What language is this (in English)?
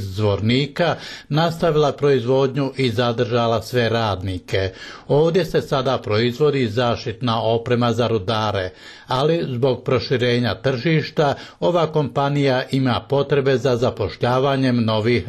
Bosnian